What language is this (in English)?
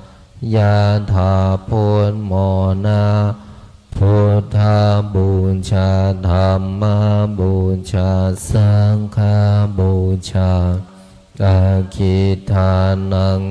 Pali